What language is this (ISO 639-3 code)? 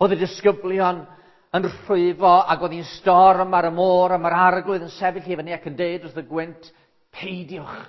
cym